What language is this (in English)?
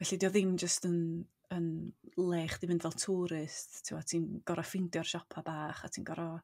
Welsh